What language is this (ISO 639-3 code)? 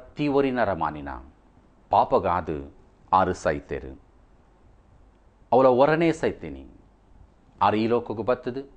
kan